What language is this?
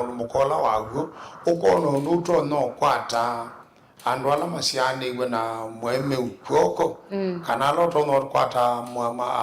Kamba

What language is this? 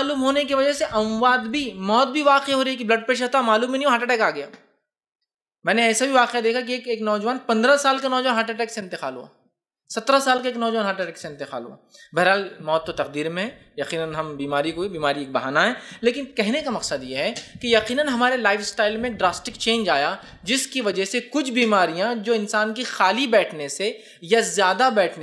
Urdu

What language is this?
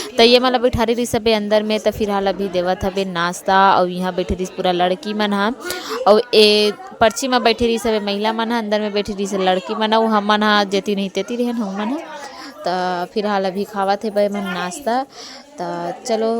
Chhattisgarhi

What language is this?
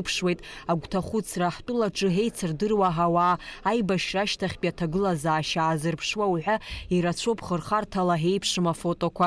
Abkhazian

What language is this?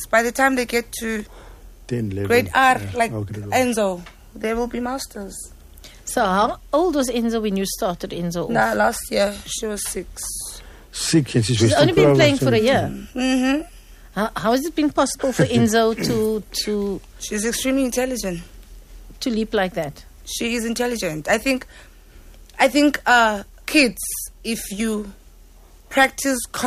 English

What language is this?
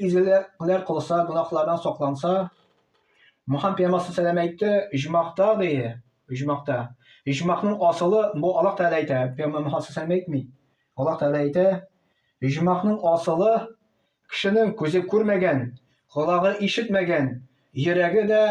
Tatar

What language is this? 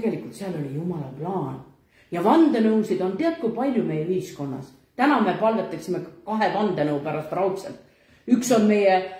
Estonian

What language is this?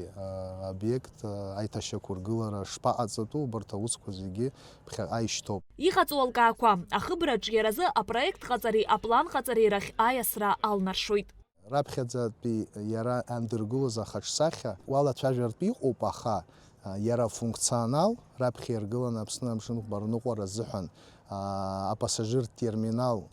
Abkhazian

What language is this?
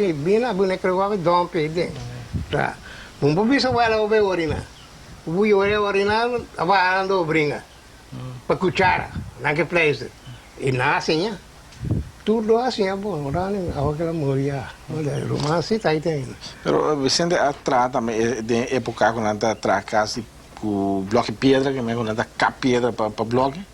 Papiamento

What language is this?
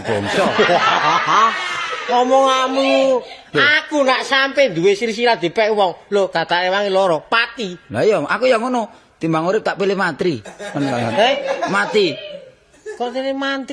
Javanese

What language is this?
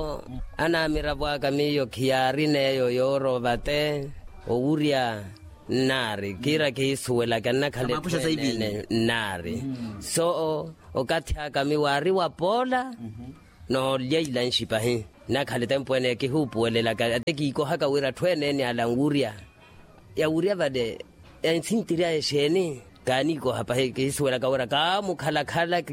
Makhuwa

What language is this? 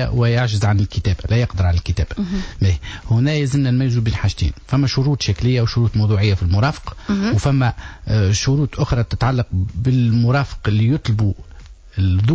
Tunisian Arabic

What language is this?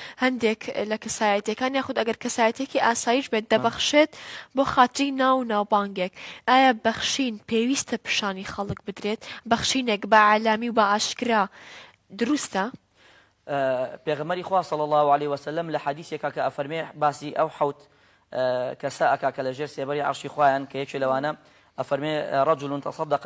Central Kurdish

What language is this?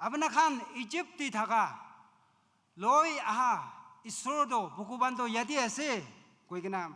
Naga Pidgin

